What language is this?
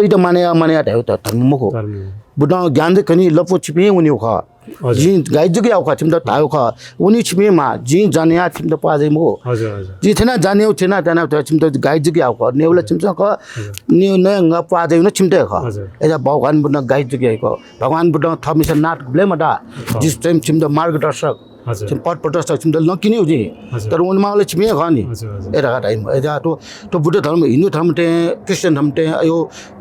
Newari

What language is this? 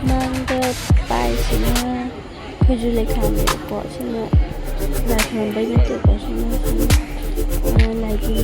Manipuri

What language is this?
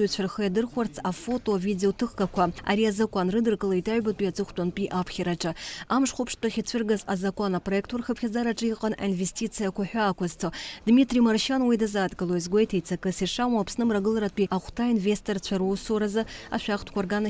Abkhazian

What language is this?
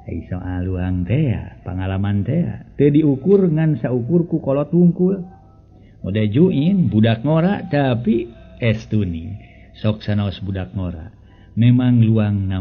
Sundanese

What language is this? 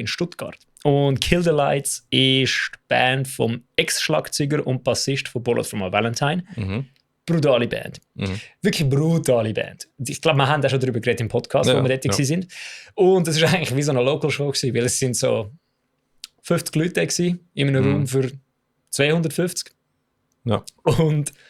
Swiss German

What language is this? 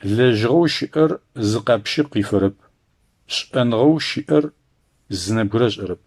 Adyghe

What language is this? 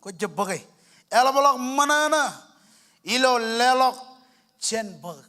Marshallese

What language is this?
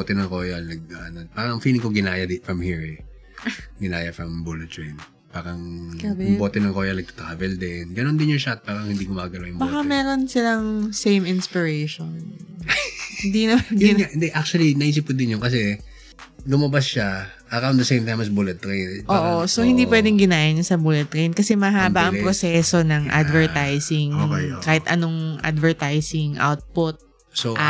Filipino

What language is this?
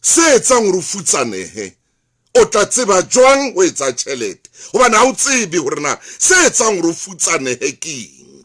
Southern Sotho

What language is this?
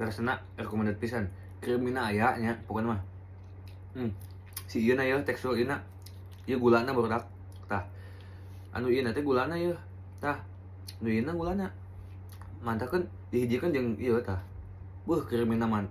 Sundanese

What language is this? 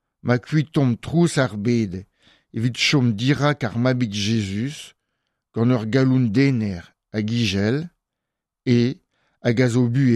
Breton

